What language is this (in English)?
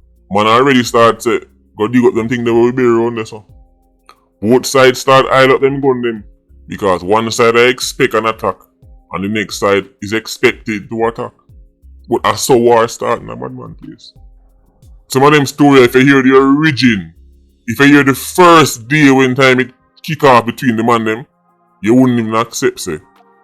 Jamaican Creole English